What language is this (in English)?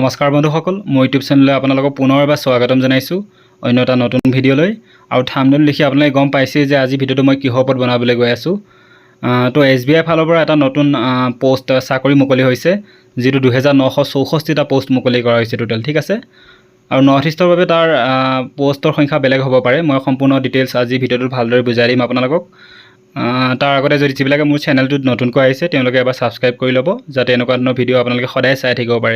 Assamese